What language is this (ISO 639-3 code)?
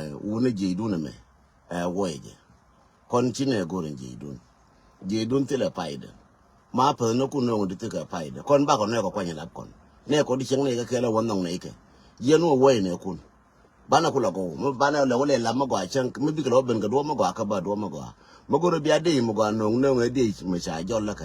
nus